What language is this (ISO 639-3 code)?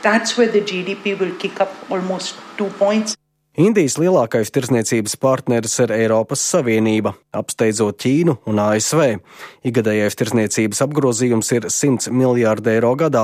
lav